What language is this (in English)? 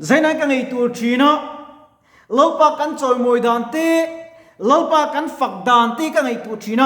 Mizo